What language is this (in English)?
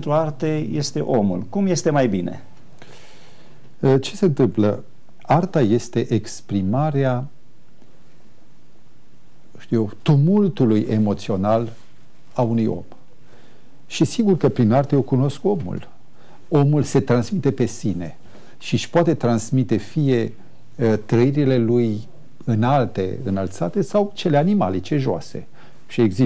Romanian